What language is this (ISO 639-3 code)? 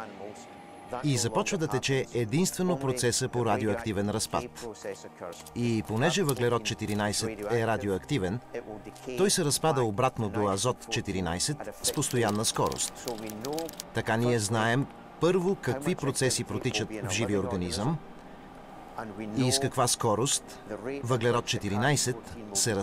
bul